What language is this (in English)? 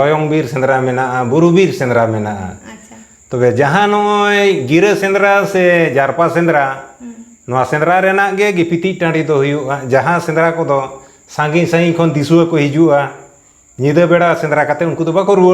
Santali